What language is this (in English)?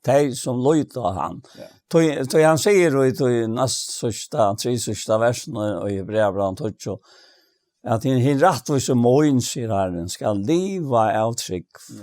Faroese